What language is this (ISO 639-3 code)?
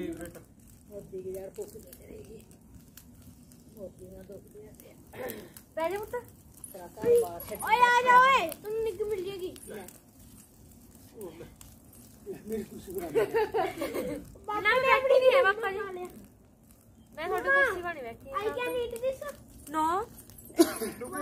pan